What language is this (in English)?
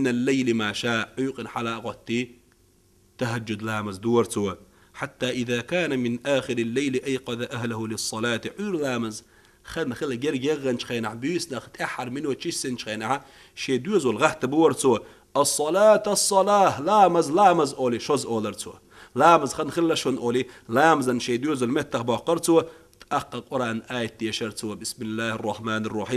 Chechen